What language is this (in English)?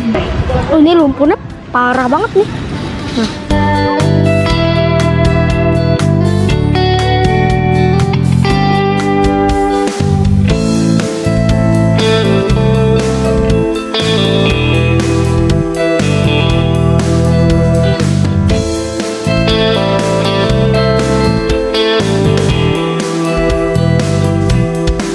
Indonesian